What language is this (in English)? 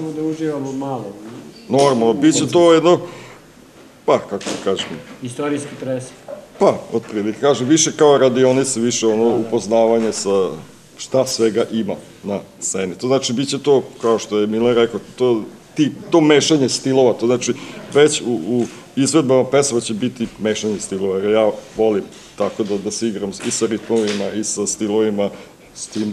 Serbian